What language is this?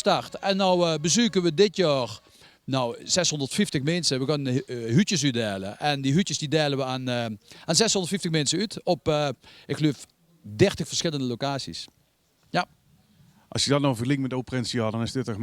Limburgish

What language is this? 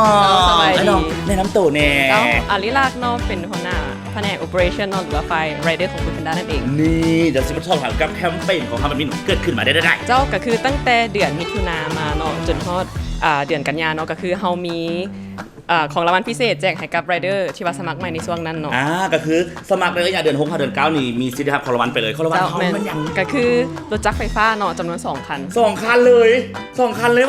Lao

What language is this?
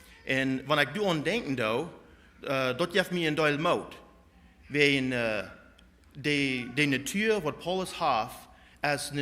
Plautdietsch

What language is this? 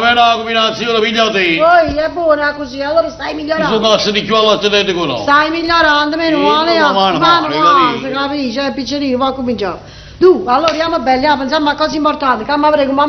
Neapolitan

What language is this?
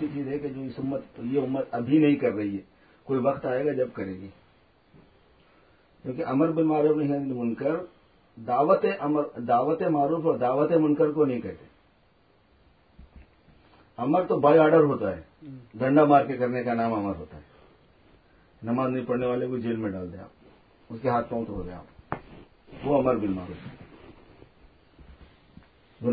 Urdu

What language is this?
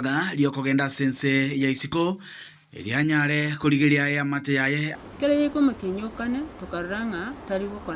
Gusii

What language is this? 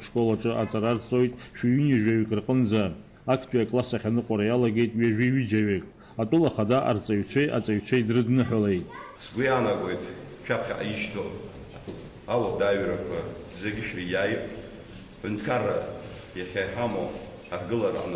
Abkhazian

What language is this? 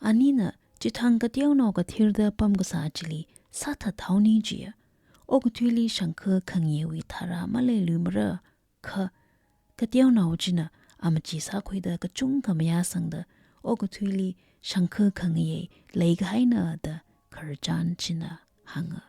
Tangkhul Naga (India)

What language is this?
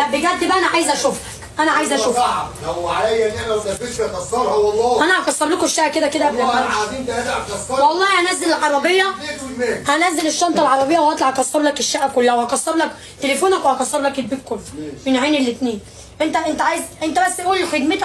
Egyptian Arabic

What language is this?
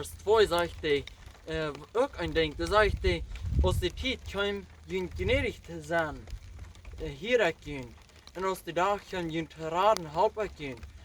Plautdietsch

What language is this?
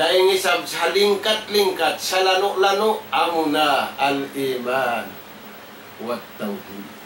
Tausug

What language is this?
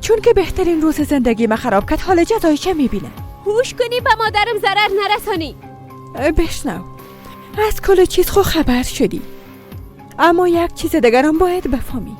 Persian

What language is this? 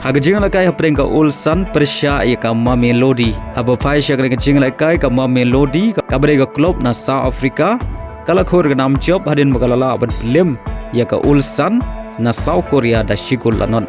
Khasi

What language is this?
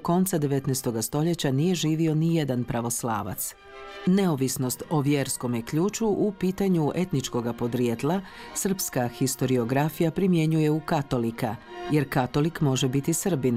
Croatian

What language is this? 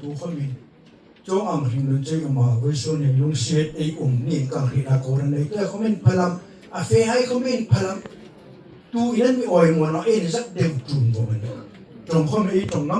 Hmar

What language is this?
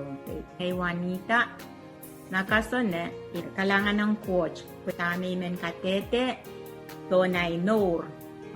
Pohnpeian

